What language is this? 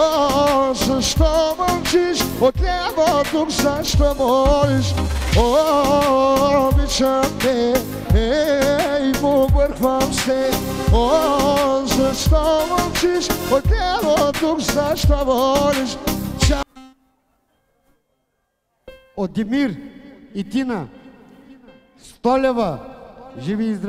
Bulgarian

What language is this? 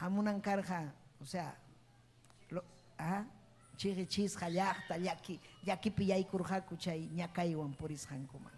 Ayacucho Quechua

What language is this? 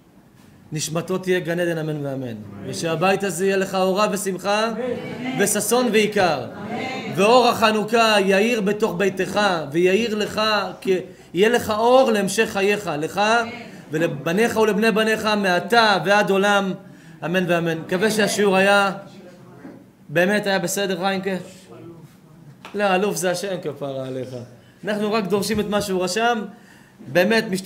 Hebrew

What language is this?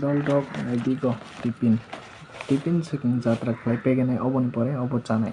Kok Borok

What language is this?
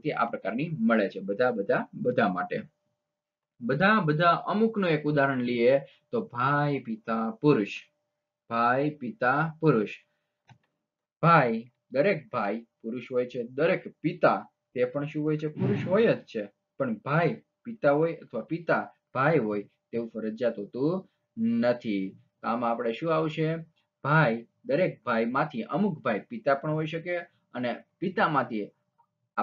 Gujarati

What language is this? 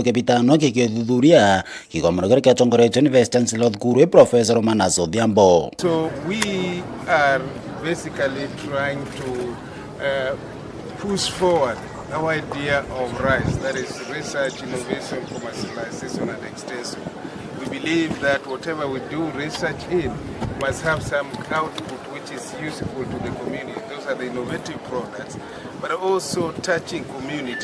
Meru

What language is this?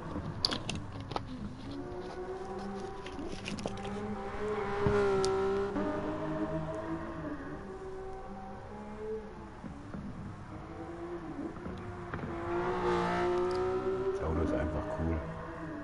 German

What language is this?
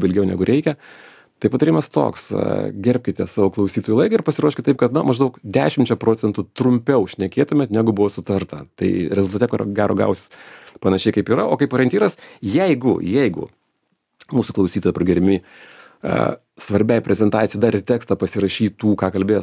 Lithuanian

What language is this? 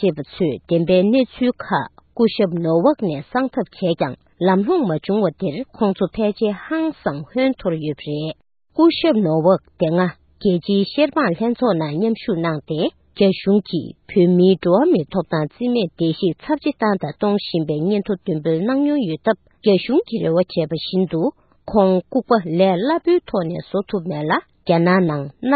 Tibetan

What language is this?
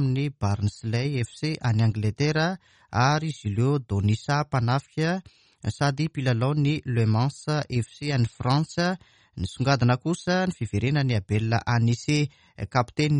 Malagasy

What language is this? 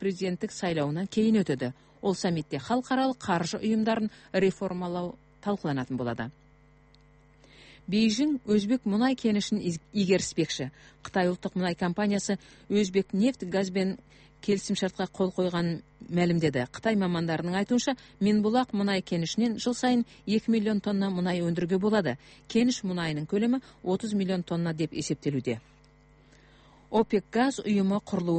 Kazakh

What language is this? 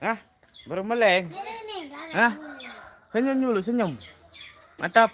Sasak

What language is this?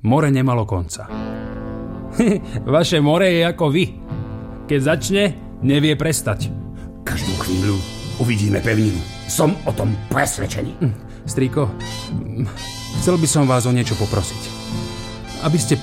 Slovak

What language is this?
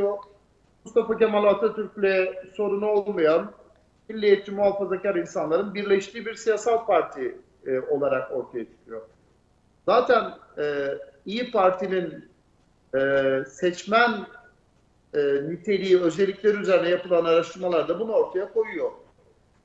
Turkish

